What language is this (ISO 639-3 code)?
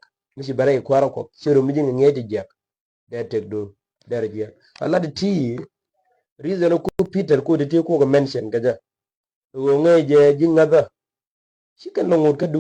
nus